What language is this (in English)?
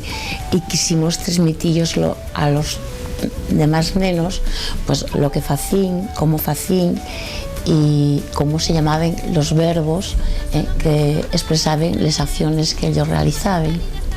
Asturian